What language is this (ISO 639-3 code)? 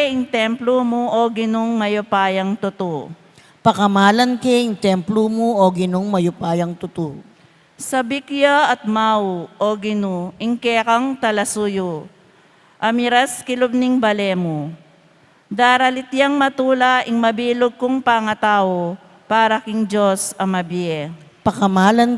pam